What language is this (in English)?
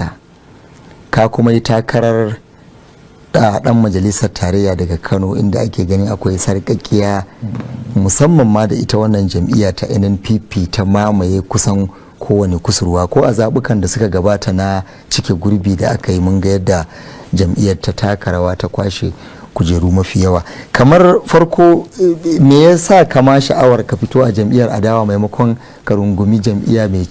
Hausa